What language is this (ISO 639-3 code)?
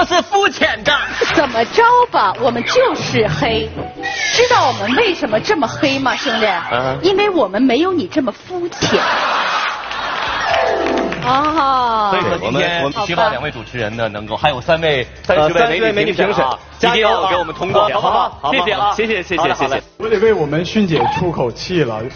zho